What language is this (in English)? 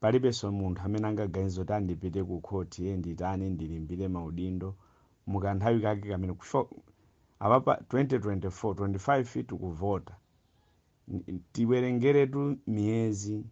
Nyanja